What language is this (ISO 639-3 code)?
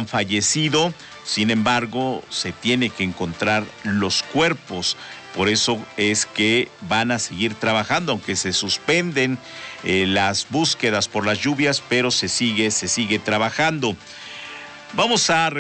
spa